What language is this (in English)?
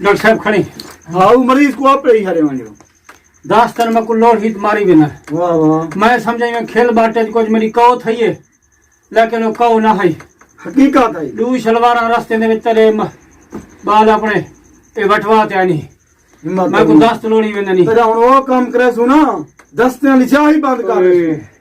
Saraiki